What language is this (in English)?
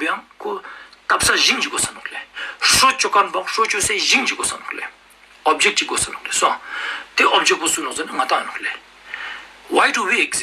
Ladakhi